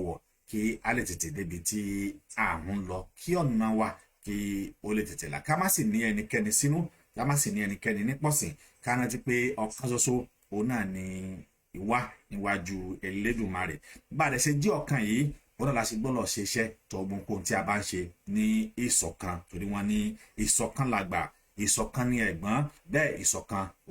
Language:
Yoruba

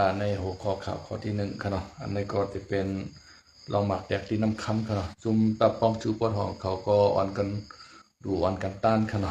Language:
Shan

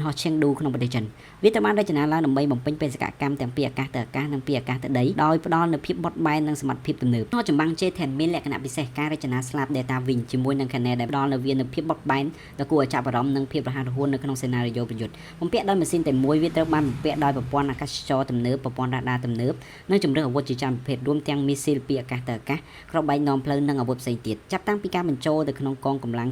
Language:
Khmer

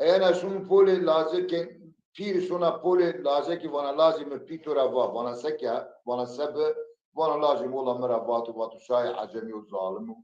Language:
Zaza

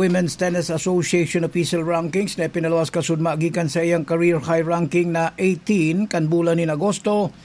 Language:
Bikol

